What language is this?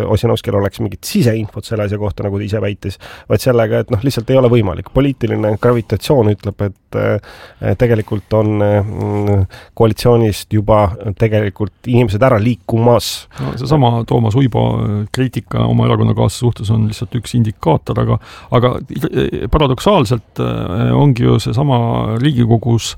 Estonian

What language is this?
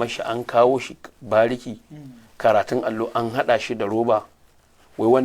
Hausa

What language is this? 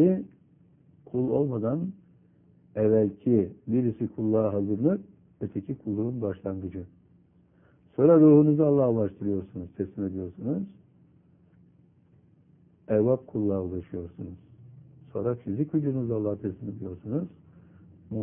Turkish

